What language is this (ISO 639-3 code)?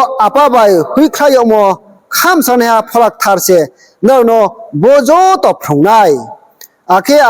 ria